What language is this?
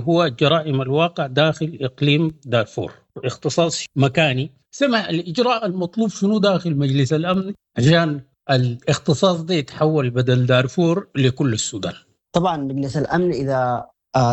Sudanese Arabic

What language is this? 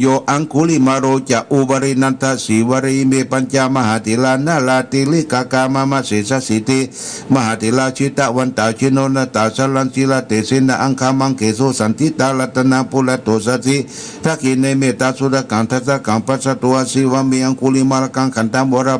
Pali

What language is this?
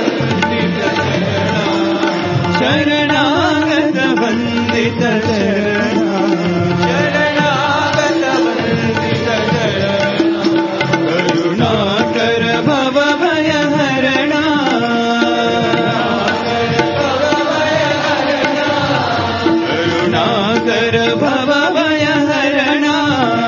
Telugu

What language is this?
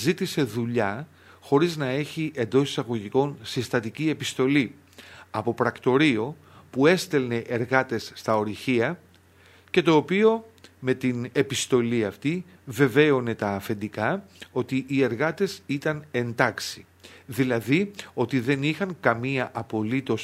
Greek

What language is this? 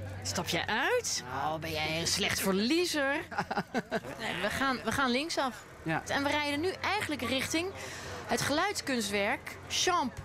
Dutch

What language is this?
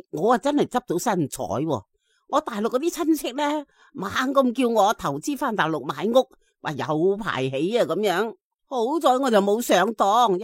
Cantonese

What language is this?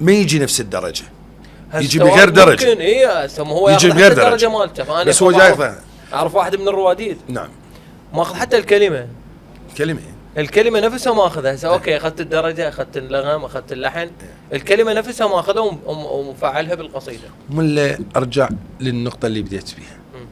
Mesopotamian Arabic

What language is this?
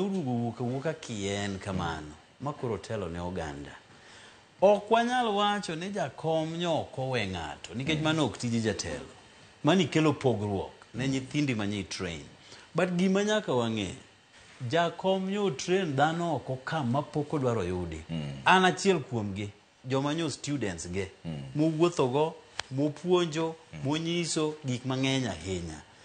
Luo (Kenya and Tanzania)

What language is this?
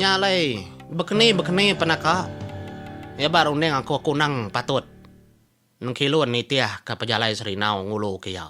Iban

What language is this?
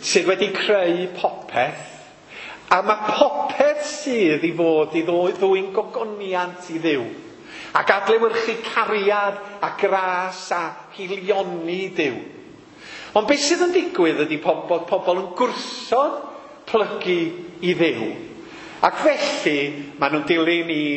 Welsh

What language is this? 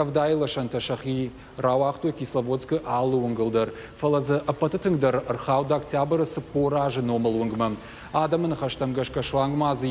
Ossetic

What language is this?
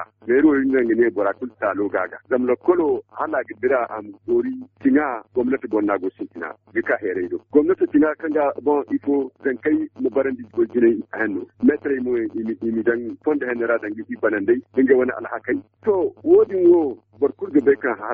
Zarma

